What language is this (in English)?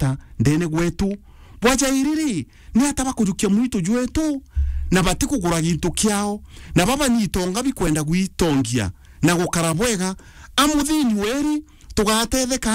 Meru